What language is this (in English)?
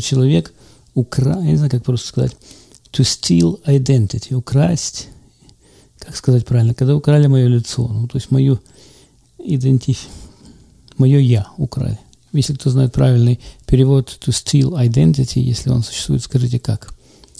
Russian